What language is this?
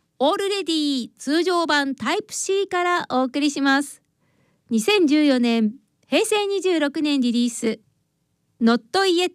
Japanese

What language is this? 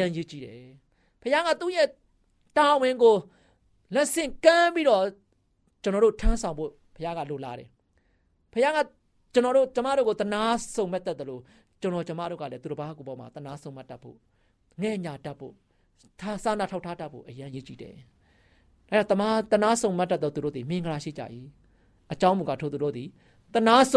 Burmese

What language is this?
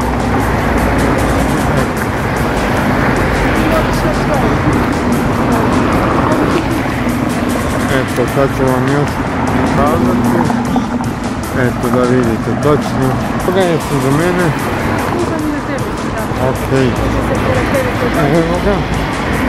Croatian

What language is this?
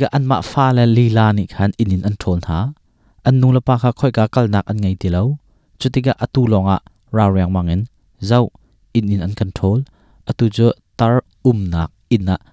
Hakha Chin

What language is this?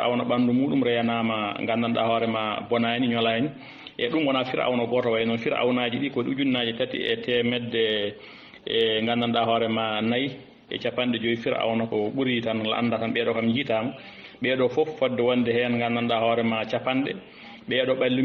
Fula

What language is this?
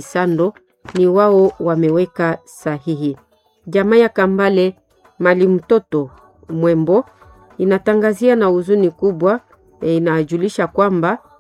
Swahili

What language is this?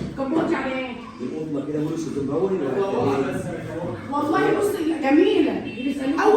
Egyptian Arabic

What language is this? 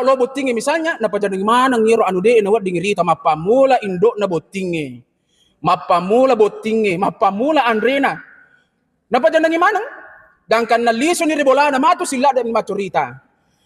Buginese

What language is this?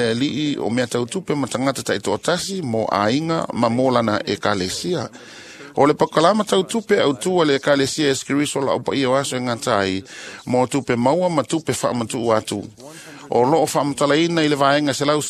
Samoan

